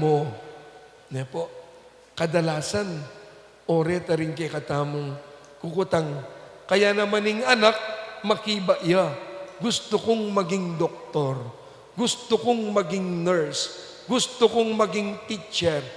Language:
Pampanga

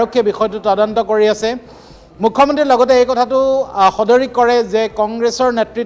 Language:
Assamese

